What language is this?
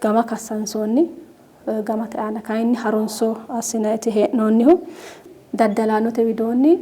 Sidamo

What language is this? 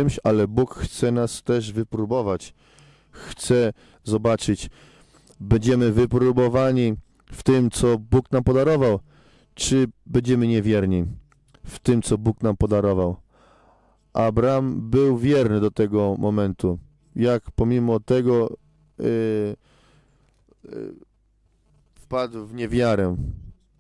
Polish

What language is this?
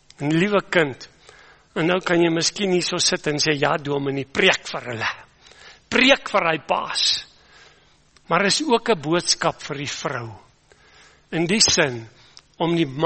Afrikaans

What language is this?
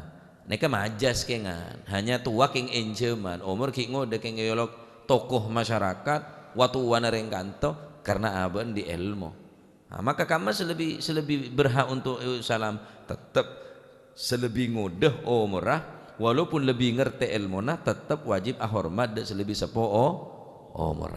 Madurese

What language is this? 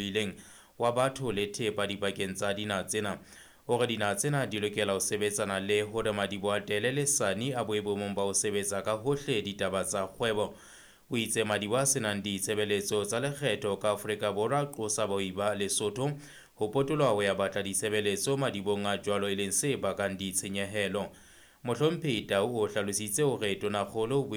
Southern Sotho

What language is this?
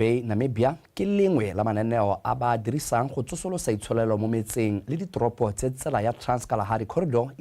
Tswana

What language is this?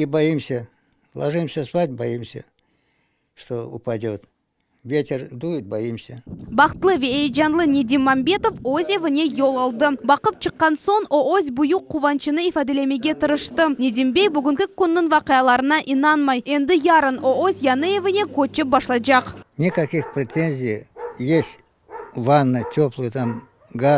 Crimean Tatar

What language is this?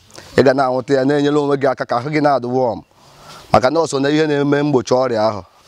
Igbo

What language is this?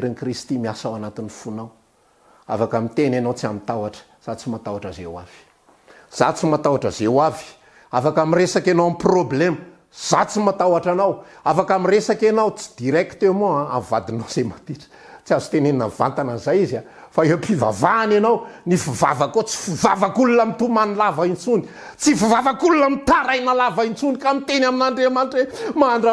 Malagasy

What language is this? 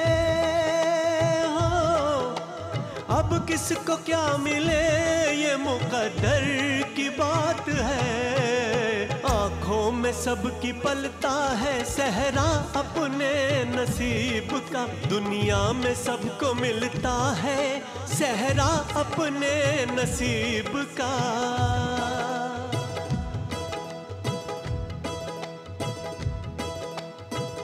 Hindi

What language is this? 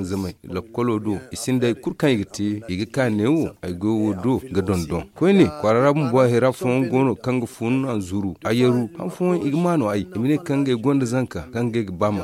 Zarma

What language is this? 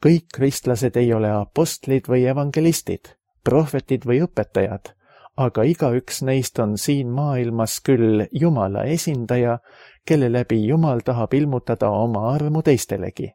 Estonian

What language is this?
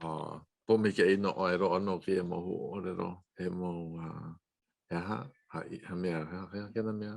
Hawaiian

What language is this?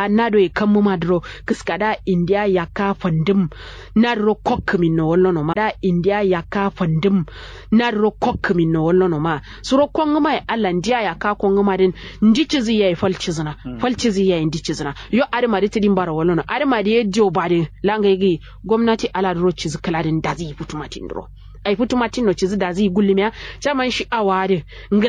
Kanuri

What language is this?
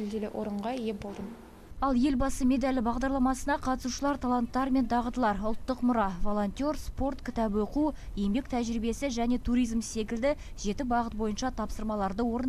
Kazakh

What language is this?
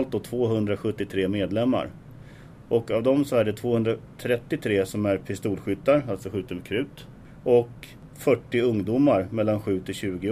Swedish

